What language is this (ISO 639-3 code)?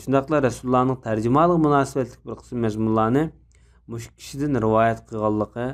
uig